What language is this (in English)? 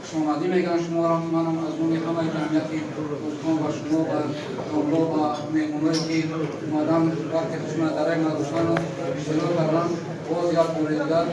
Tajik